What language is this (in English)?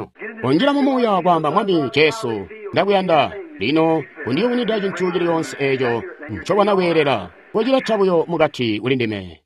Tonga (Zambia)